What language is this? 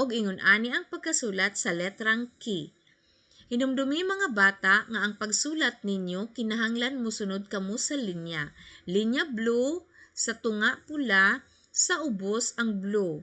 Cebuano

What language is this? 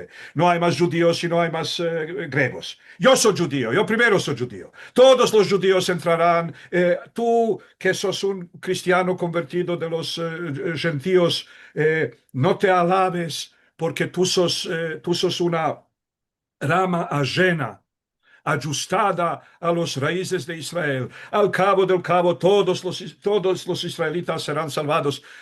Ladino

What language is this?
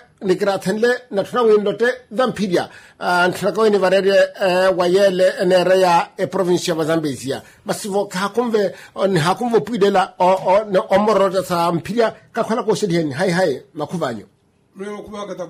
Makhuwa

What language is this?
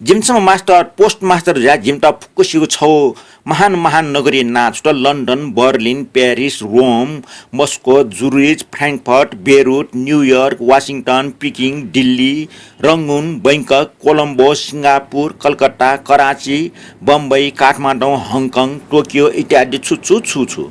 Newari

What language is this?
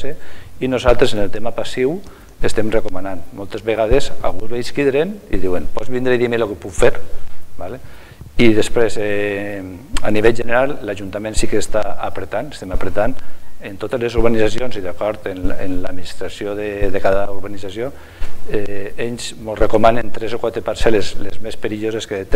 Catalan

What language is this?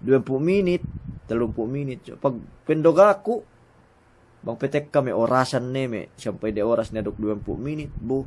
Yakan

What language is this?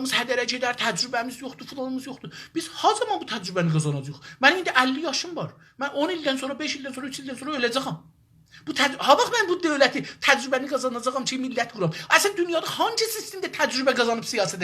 South Azerbaijani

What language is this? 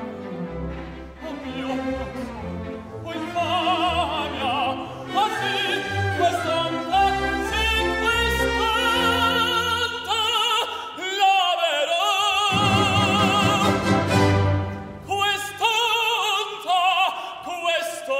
Italian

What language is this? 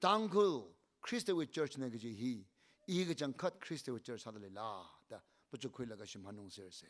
Tangkhul Naga (India)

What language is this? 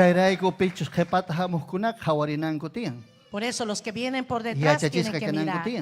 Ayacucho Quechua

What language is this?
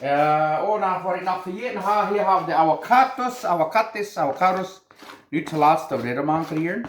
Plautdietsch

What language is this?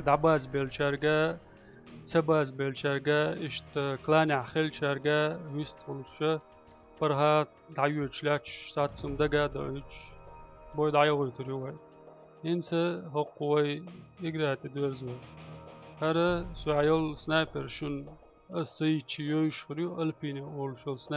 Chechen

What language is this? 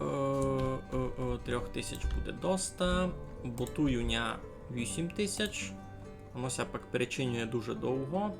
Rusyn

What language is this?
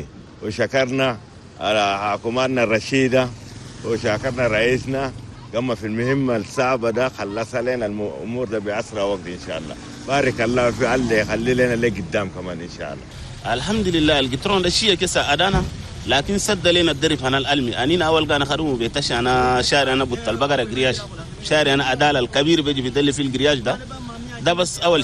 Chadian Arabic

